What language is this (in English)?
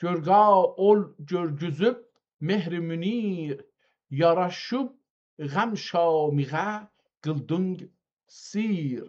South Azerbaijani